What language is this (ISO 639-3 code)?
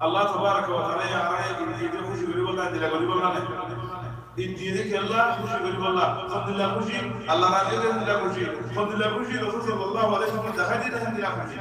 rhg